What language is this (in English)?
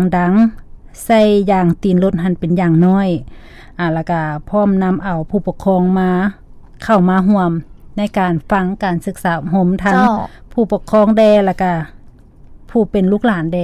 Lao